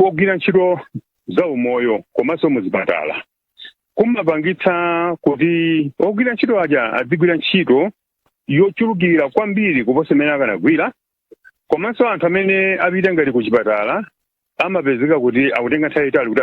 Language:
Nyanja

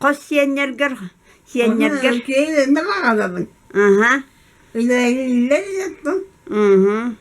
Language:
Yakut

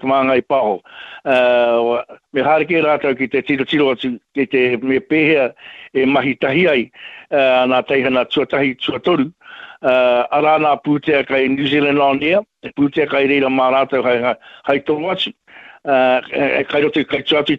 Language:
Māori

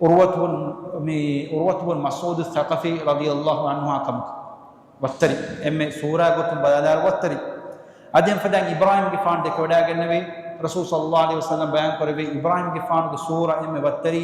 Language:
Divehi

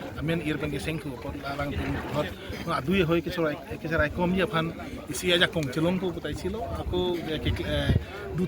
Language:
Karbi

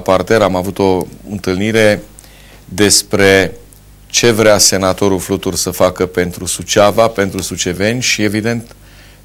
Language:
Romanian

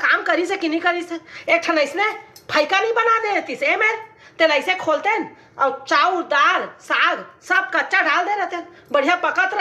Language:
Chhattisgarhi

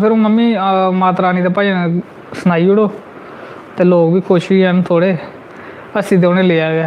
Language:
Dogri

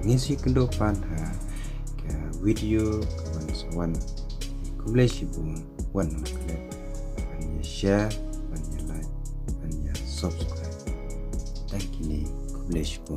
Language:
Khasi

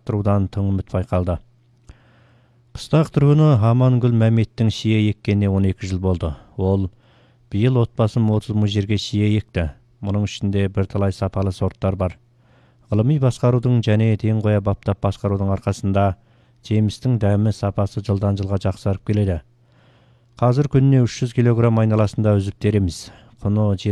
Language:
Kazakh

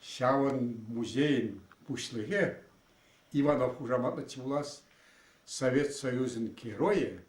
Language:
Chuvash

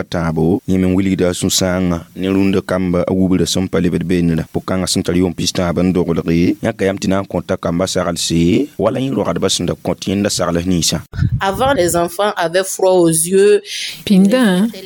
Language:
Mossi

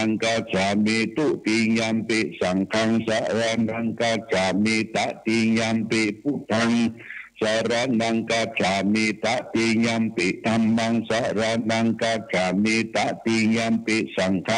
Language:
Pali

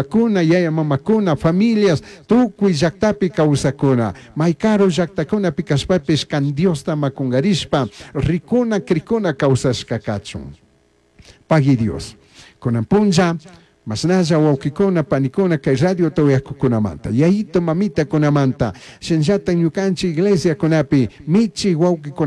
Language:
Chimborazo Highland Quichua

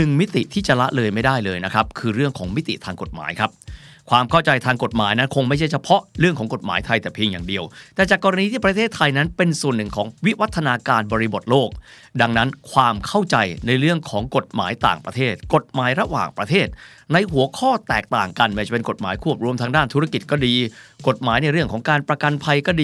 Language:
Thai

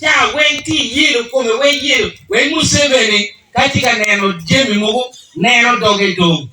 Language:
Acoli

